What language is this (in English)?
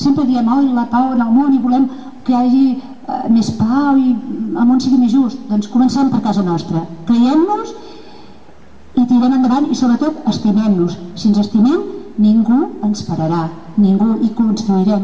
Catalan